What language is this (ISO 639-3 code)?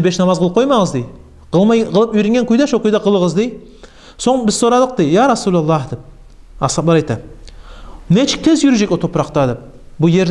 kum